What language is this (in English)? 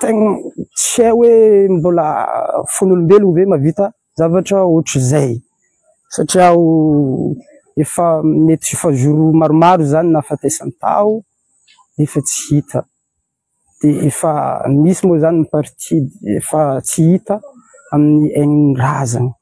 Malagasy